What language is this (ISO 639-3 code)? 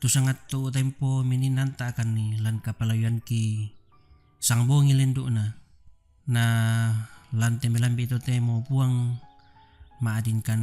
sda